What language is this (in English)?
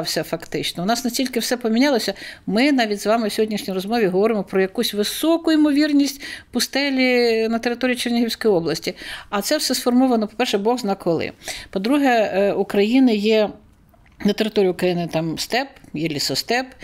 Ukrainian